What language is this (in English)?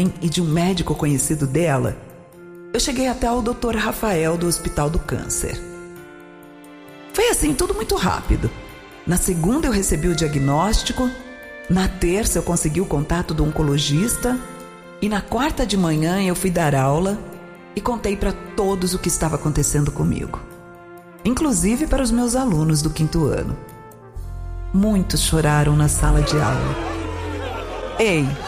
Portuguese